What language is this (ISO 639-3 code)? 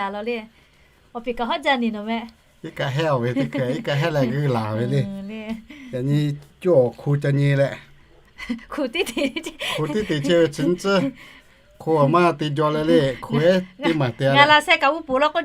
lhu